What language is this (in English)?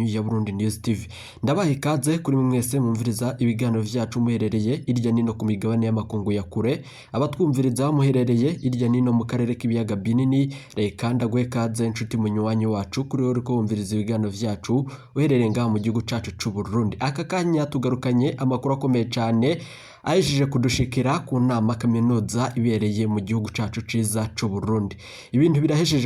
Rundi